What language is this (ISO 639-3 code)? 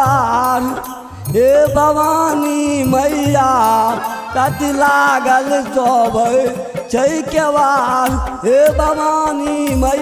mai